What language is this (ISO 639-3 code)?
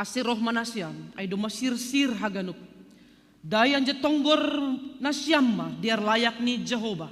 bts